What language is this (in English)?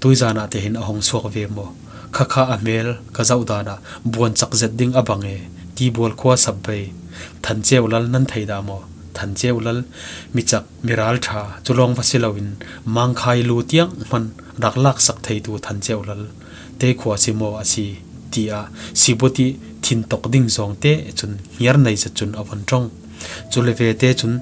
Falam Chin